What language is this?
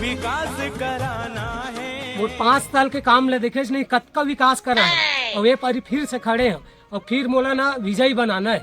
Chhattisgarhi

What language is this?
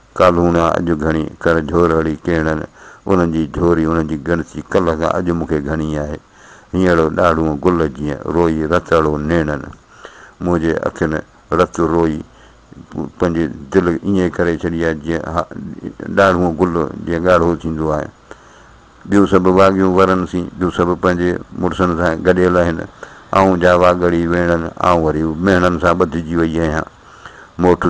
Sindhi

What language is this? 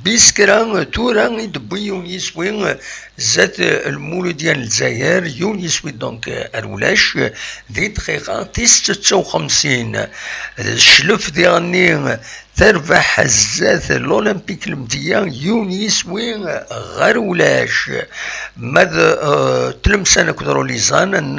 Kabyle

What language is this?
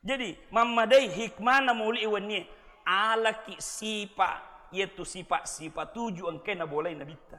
Buginese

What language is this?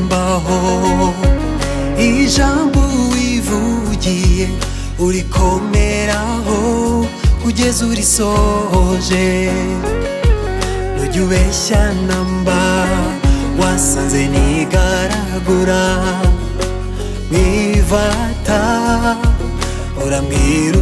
Kinyarwanda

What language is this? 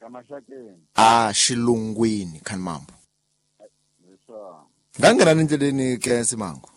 Tsonga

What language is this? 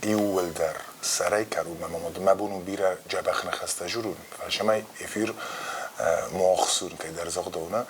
Ossetic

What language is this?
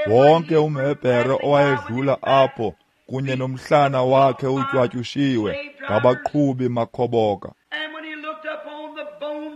Xhosa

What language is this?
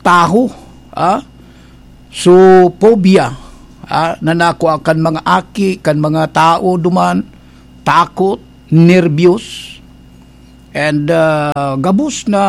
Bikol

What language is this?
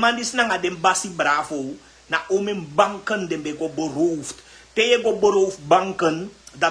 Sranan Tongo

